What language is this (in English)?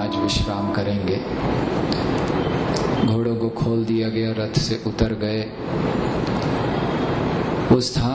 Hindi